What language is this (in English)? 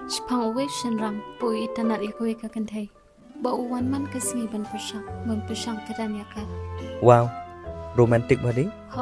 Khasi